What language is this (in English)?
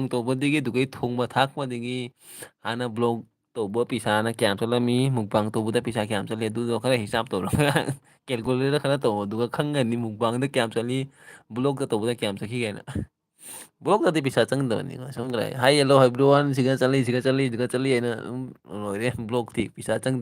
Manipuri